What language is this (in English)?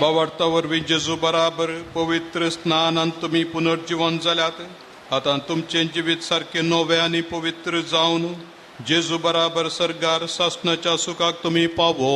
Konkani